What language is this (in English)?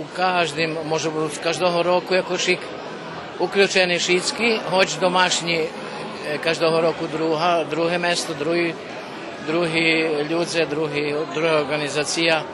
Rusyn